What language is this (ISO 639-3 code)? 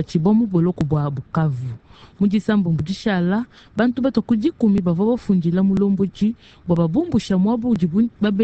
lua